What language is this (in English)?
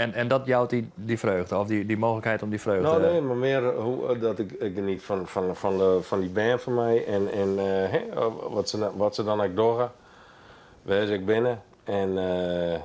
Western Frisian